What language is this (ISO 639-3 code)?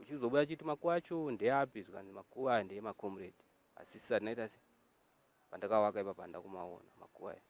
sna